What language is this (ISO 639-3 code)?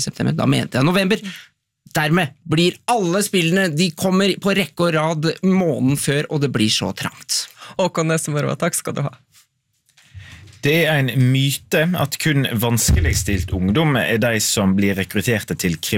nor